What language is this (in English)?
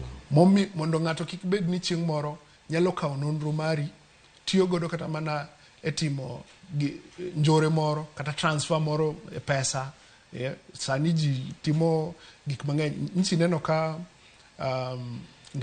Luo (Kenya and Tanzania)